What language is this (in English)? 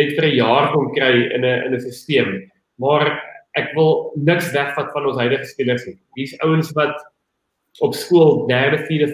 Afrikaans